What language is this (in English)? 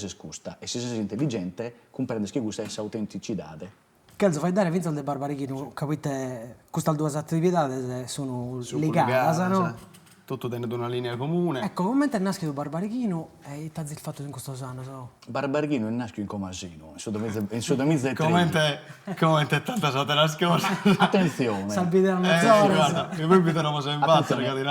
Sardinian